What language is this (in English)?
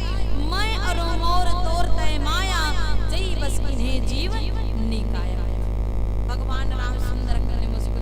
Chhattisgarhi